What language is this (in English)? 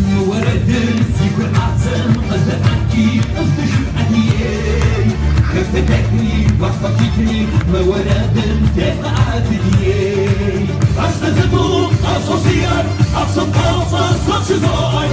Kabardian